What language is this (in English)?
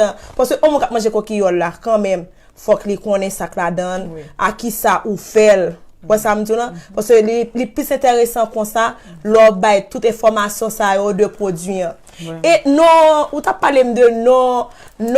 Haitian Creole